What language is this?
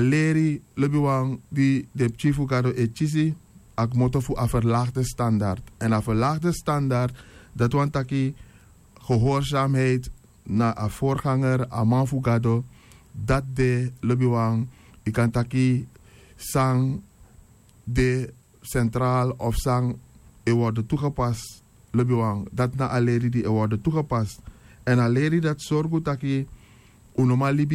Sranan Tongo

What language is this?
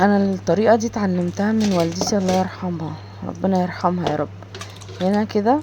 Egyptian Arabic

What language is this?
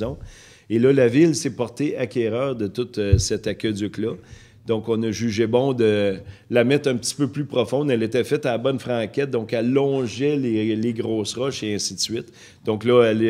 French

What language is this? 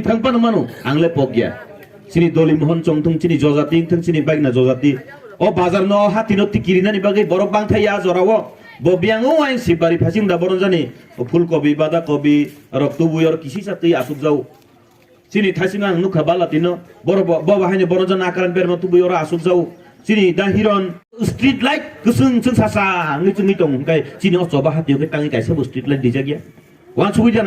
Kok Borok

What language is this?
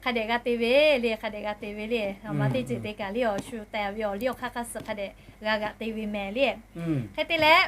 Lahu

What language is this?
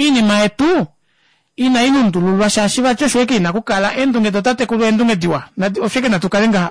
Kuanyama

